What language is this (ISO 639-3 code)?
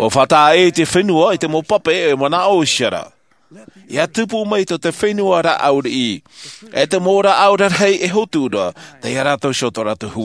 tah